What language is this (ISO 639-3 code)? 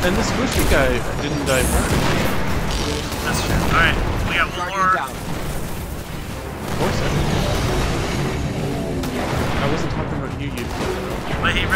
eng